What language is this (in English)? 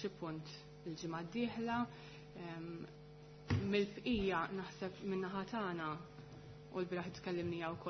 Maltese